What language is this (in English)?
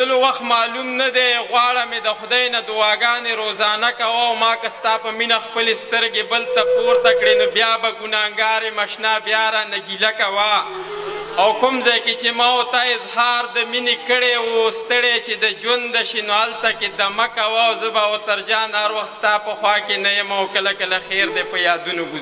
Pashto